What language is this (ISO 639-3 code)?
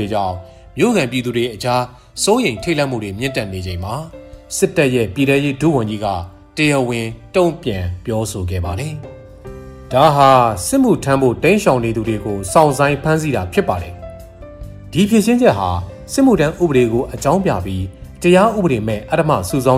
mya